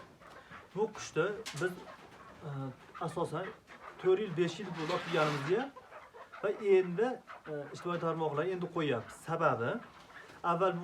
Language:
Uzbek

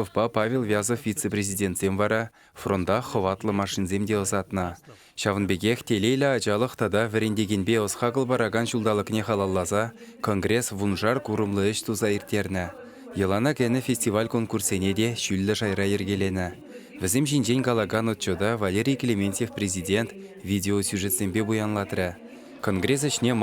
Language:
Chuvash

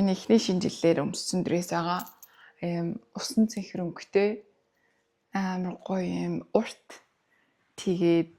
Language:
Mongolian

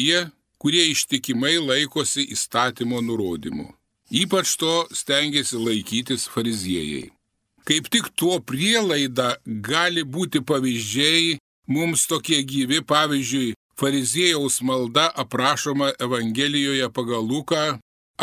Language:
Lithuanian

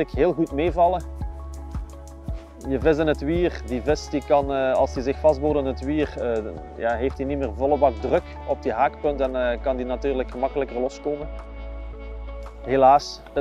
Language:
Dutch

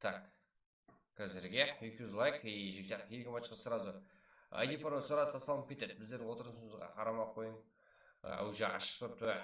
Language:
Kara-Kalpak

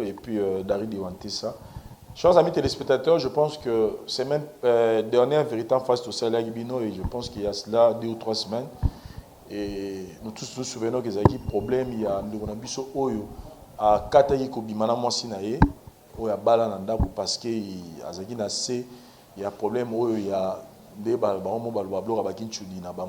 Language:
Lingala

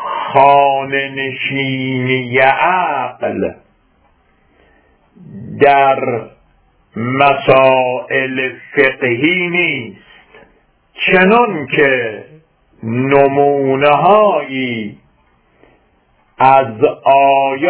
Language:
Persian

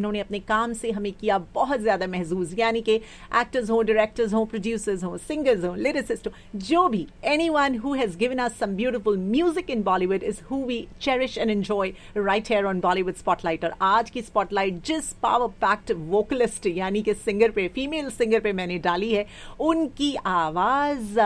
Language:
Hindi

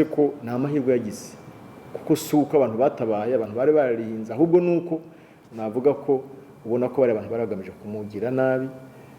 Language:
Kinyarwanda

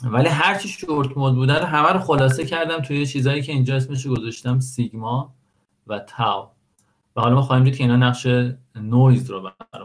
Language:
Persian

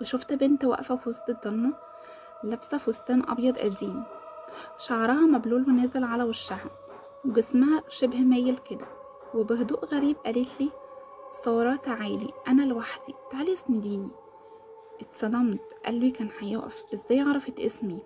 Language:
Egyptian Arabic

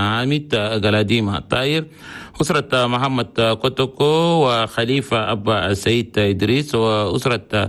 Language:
Chadian Arabic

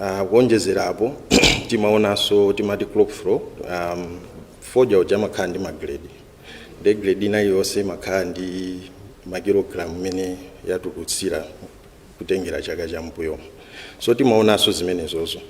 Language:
Nyanja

